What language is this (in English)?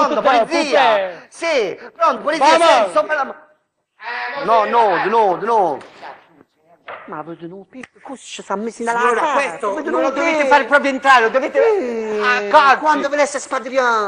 Italian